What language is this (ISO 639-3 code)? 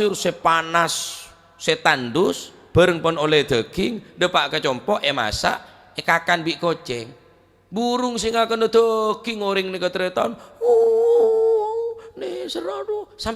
mad